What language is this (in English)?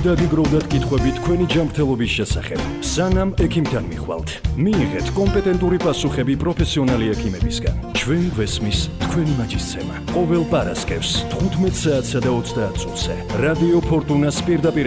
Georgian